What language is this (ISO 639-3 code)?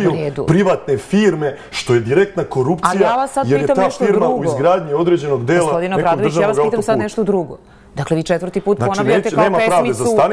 srp